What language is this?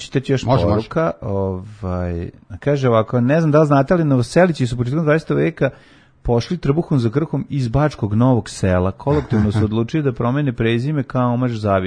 Serbian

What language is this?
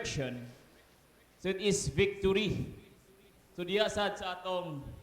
Cebuano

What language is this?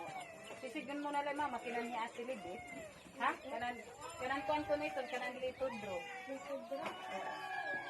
Waray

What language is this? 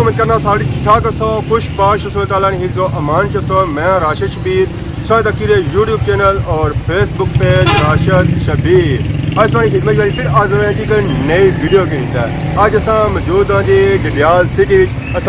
Pahari-Potwari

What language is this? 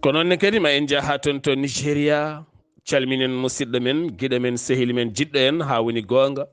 Fula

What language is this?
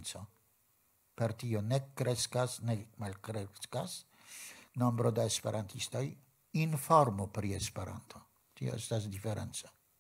Esperanto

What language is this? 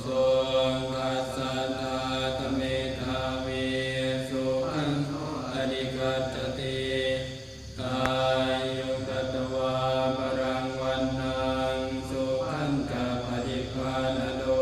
Pali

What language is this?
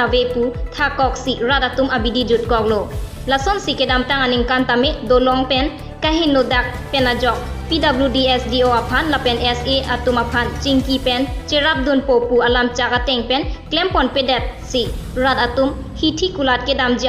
Karbi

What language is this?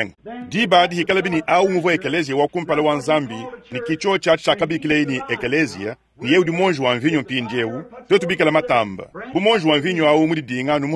Luba-Lulua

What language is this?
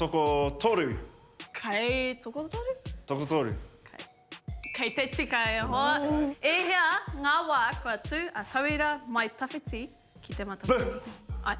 Māori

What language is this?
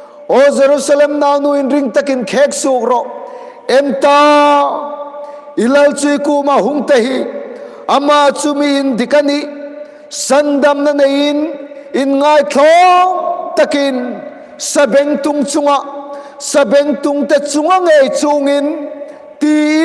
Hmar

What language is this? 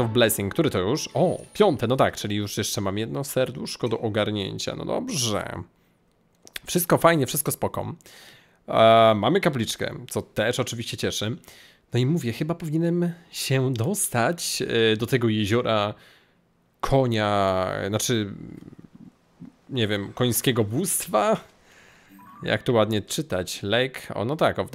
Polish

